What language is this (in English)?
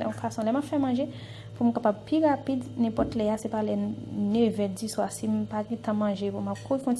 Haitian Creole